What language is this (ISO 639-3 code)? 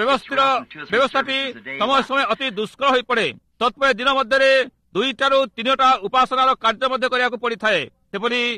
ori